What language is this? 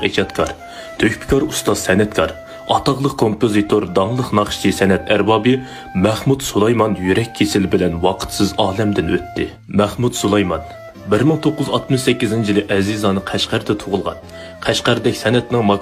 Uyghur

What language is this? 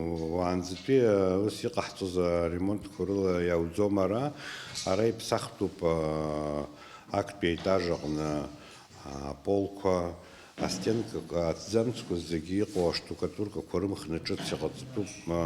Abkhazian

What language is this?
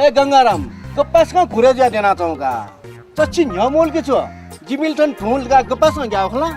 Newari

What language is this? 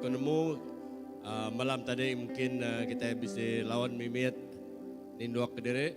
Iban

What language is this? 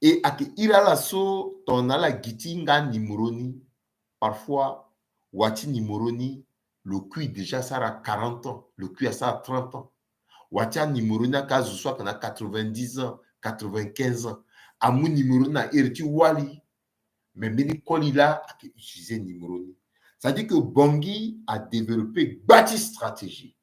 Sango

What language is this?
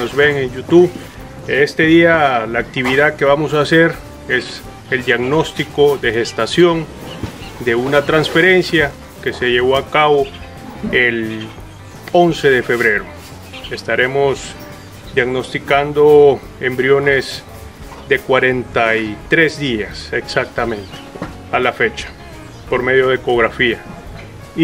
Spanish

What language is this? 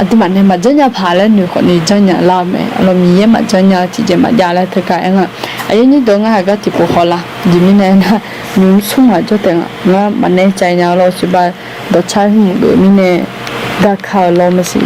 Akha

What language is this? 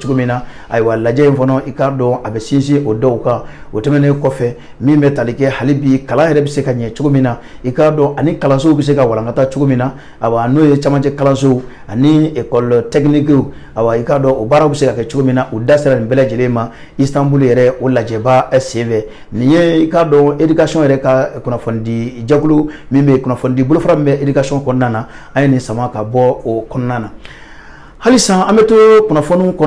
Bambara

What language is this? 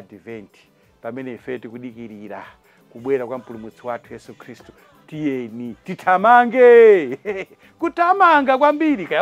Nyanja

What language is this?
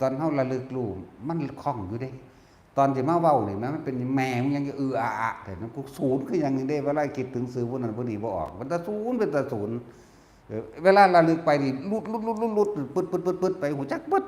Northeastern Thai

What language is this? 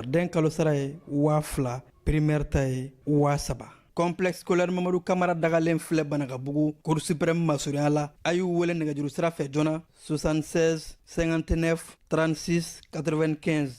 Bambara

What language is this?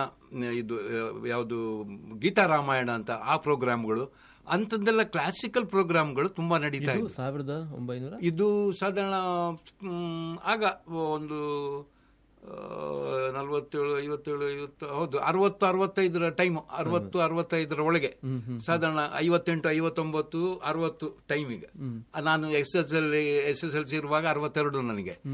Kannada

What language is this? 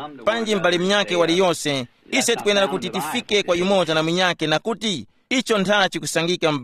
Tumbuka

